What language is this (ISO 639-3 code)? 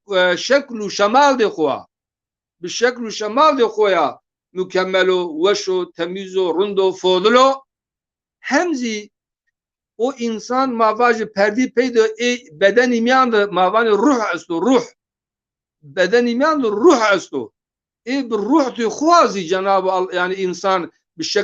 zza